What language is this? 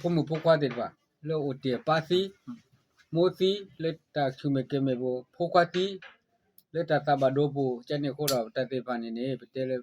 S'gaw Karen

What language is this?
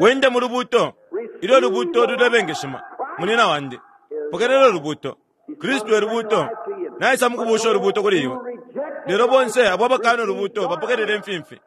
Bemba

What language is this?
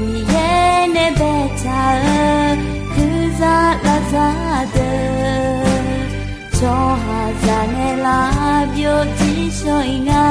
Akha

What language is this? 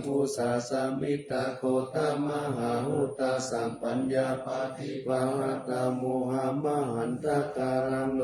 Pali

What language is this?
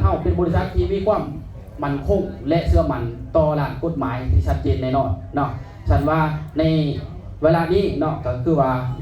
Lao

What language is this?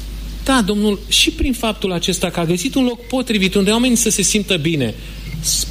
Romanian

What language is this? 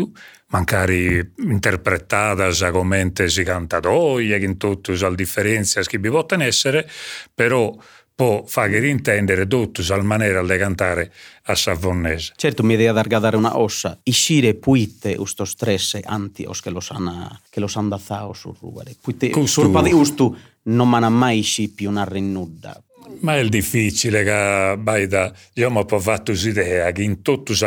Sardinian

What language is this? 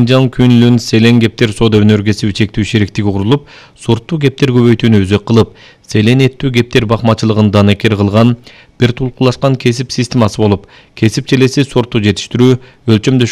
Kyrgyz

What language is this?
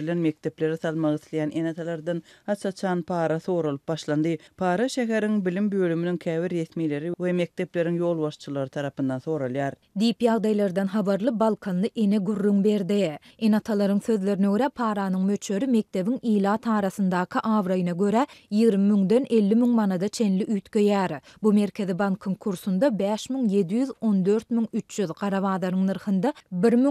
Turkmen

